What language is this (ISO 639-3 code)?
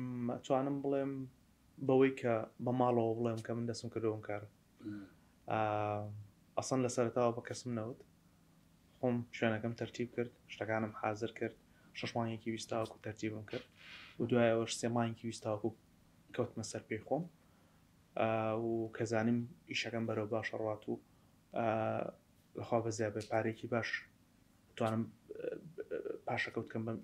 ckb